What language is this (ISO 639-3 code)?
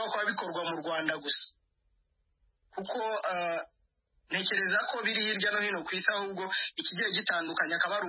kin